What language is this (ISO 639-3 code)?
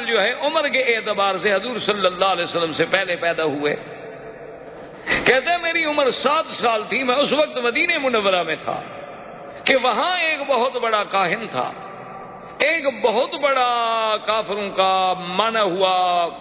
urd